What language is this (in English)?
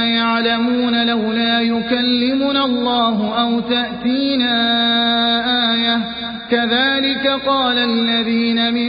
Arabic